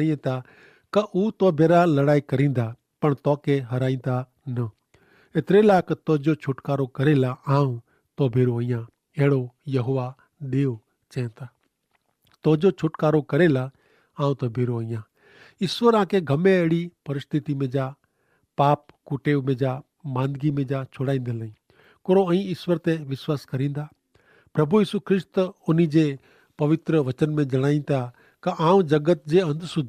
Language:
Kachhi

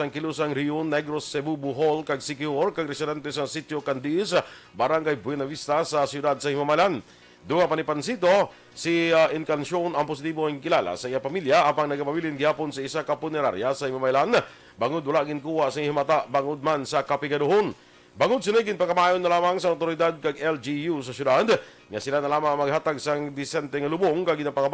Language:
Hiligaynon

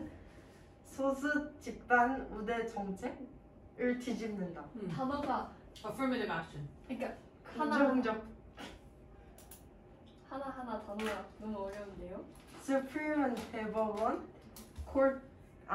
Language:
Korean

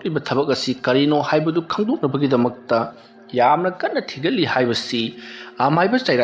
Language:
Manipuri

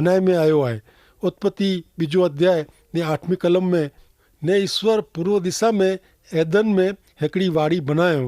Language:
Kachhi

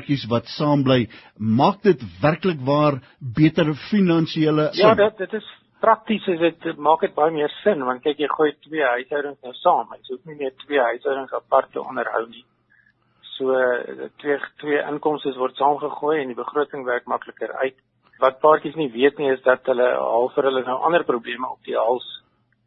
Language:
Afrikaans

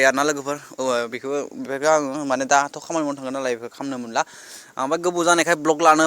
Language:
Bodo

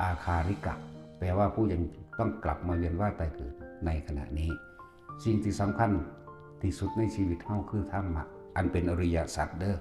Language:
Northeastern Thai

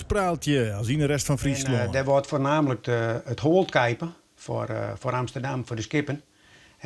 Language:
Western Frisian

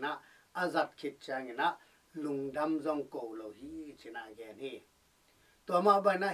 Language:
Tedim Chin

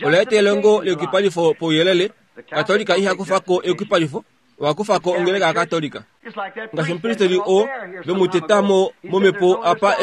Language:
Kuanyama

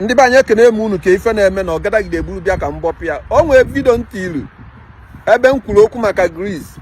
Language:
Igbo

